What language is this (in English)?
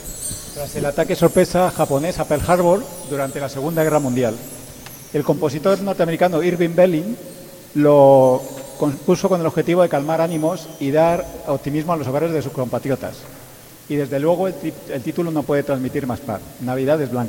Spanish